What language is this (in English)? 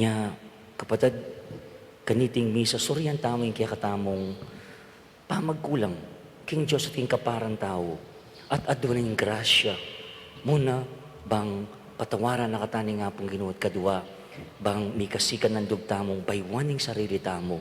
Pampanga